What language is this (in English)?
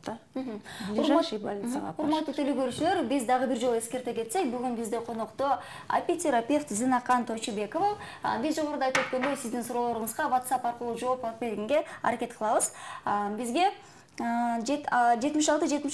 Kyrgyz